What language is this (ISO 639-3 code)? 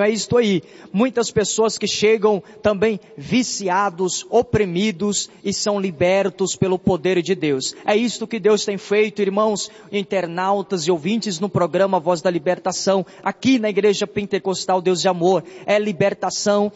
por